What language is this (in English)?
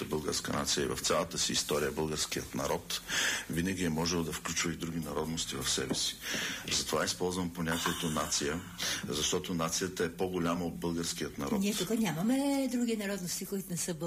Bulgarian